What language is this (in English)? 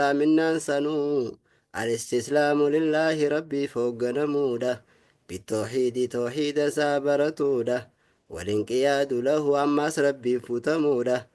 Oromo